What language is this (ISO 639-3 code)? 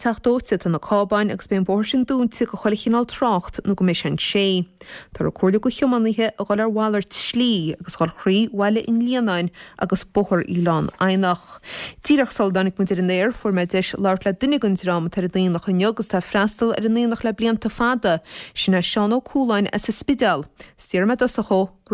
gle